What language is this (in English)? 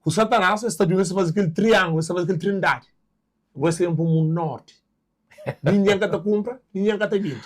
Kabuverdianu